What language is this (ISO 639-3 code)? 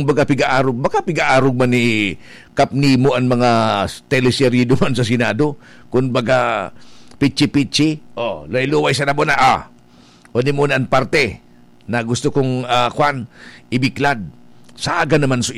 bik